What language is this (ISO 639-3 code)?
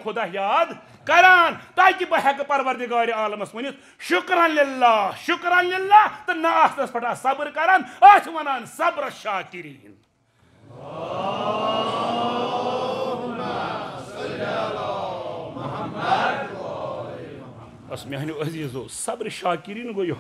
kas